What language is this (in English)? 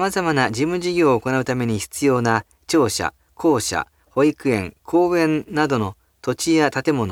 Japanese